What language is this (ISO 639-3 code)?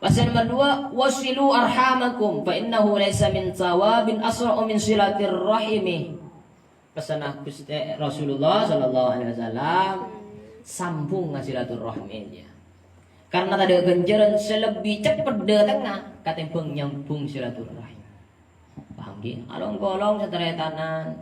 mad